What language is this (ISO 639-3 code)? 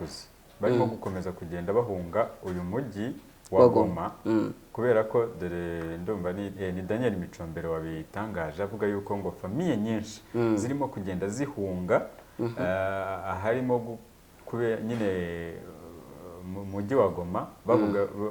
kin